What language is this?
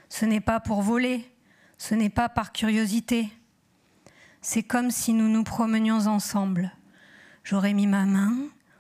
French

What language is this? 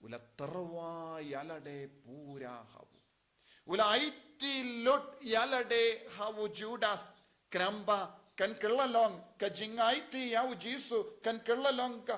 Khasi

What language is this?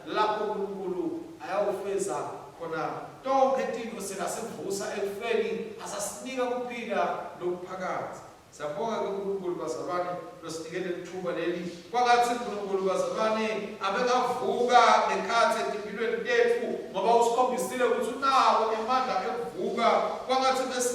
Swati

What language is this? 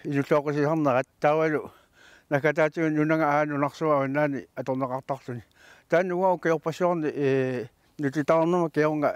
Kalaallisut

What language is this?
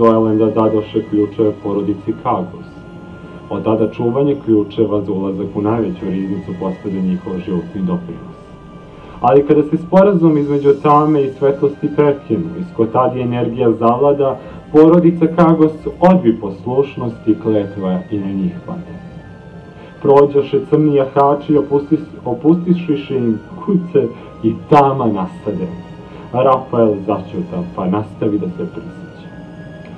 Serbian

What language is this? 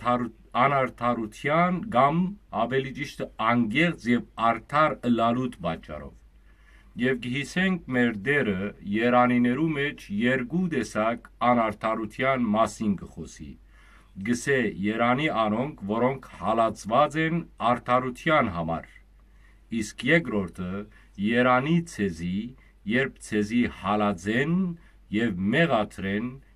Western Armenian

